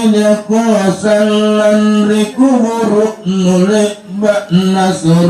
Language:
Makasar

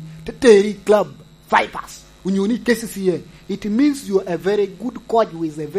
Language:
Lango (Uganda)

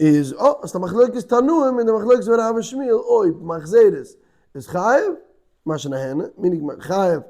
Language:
Yiddish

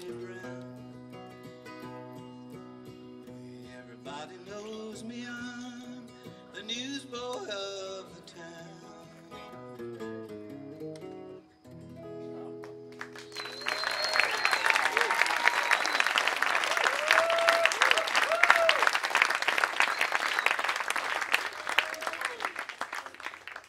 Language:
English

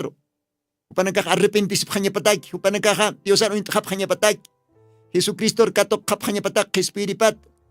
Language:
Aymara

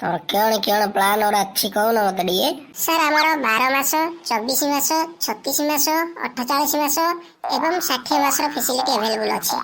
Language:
Odia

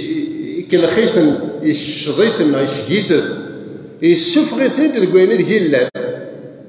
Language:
Kabyle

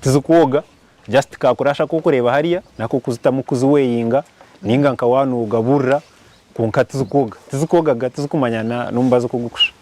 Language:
Nyankole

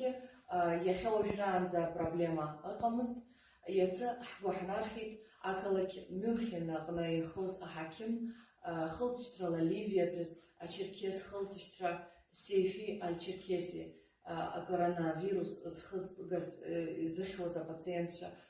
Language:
Abkhazian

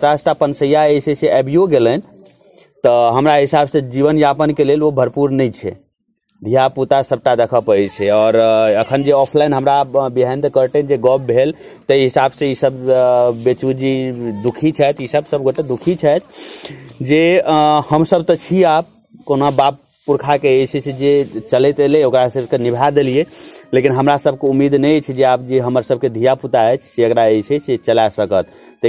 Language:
Maithili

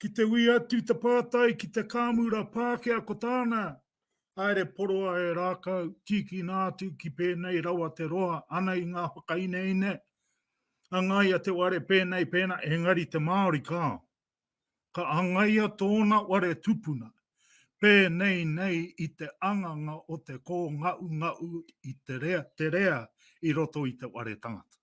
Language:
Māori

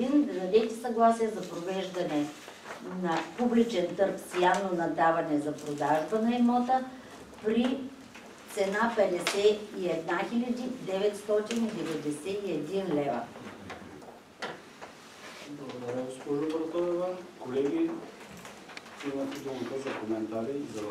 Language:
Bulgarian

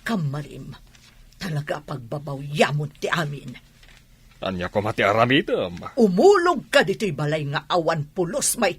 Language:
Iloko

